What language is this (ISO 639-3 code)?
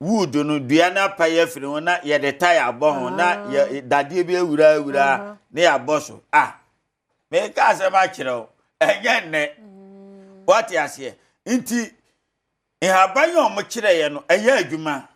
aka